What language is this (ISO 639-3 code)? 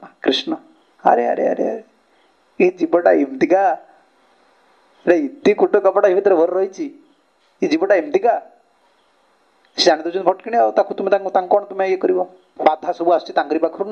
ori